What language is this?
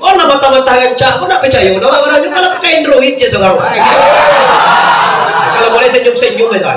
Minangkabau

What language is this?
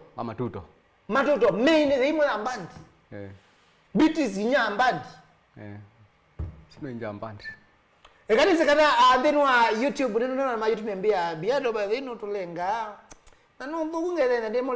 Kamba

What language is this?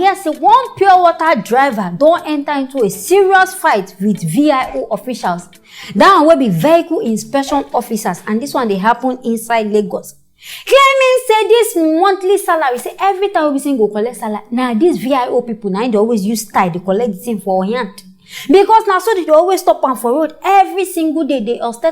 Nigerian Pidgin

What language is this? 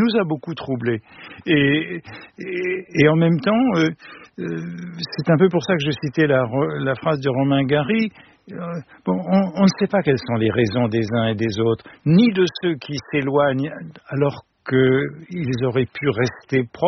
French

